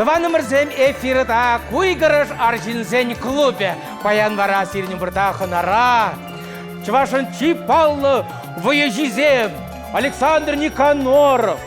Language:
Chuvash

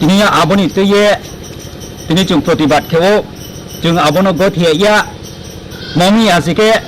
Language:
Riang (India)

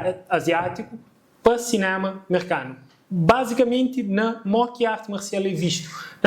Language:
Kabuverdianu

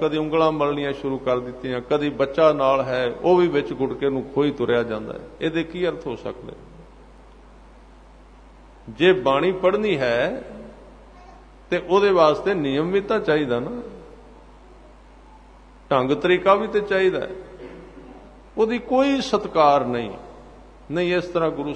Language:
Punjabi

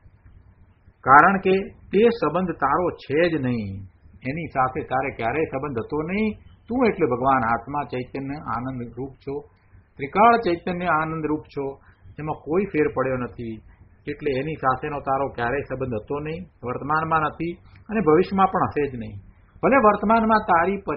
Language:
Gujarati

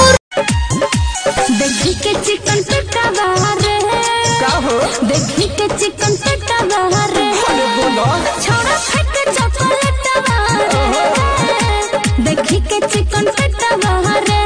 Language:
Bhojpuri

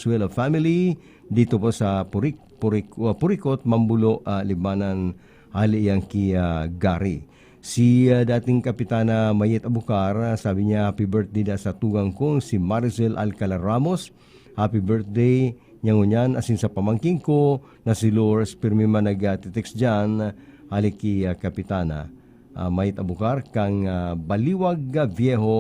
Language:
Bikol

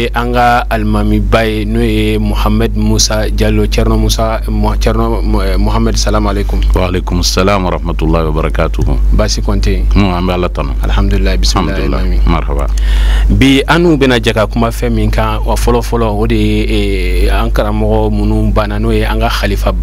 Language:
Bambara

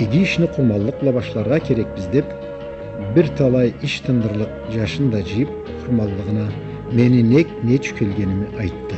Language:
Karachay-Balkar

